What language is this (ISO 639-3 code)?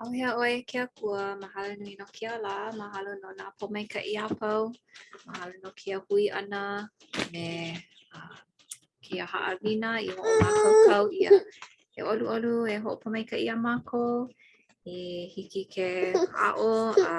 haw